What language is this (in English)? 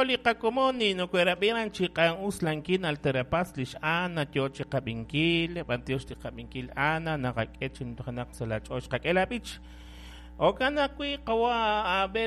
Kekchí